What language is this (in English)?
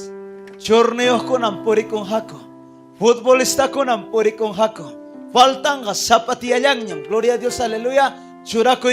Ayacucho Quechua